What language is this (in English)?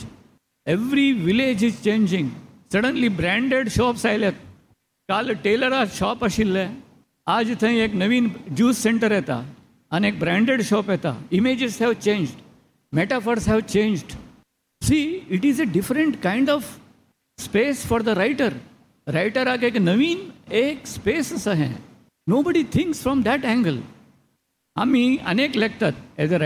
Konkani